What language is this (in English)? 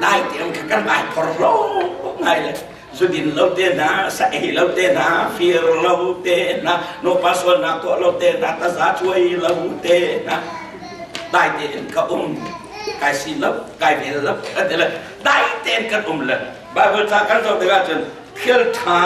Hakha Chin